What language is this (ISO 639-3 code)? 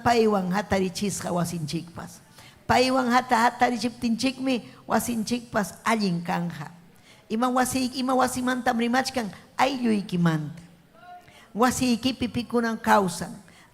quy